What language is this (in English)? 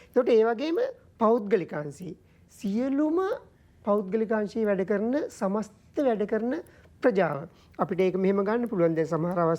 Sinhala